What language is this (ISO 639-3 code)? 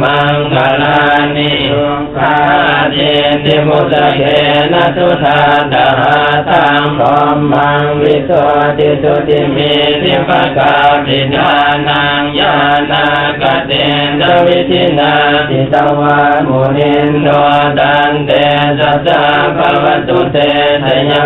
pli